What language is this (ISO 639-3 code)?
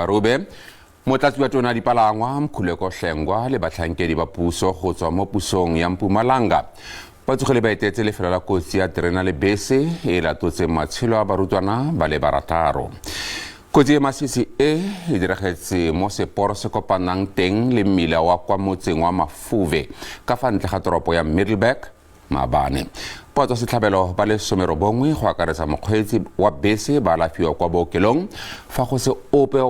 tsn